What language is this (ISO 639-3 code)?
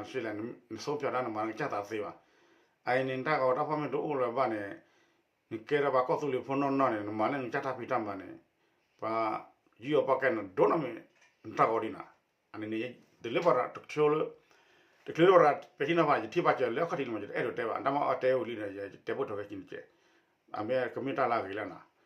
ksw